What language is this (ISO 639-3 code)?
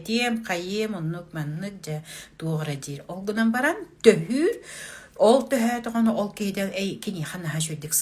sah